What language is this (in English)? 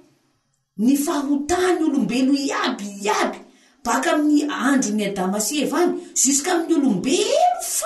Malagasy